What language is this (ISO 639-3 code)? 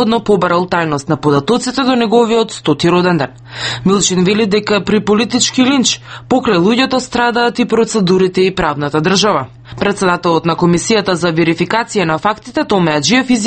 mkd